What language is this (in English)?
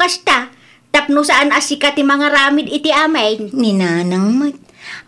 Iloko